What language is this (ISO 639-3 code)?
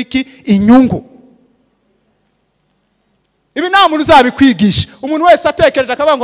kin